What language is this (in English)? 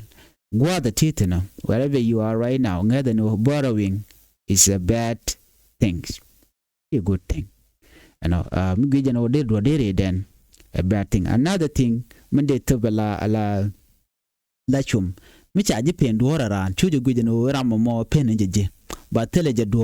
Nuer